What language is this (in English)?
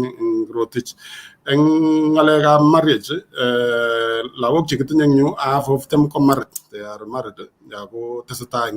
Kalenjin